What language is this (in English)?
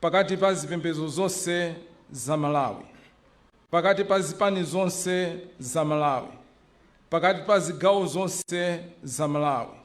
Nyanja